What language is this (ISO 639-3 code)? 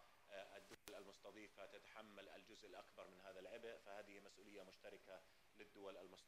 ara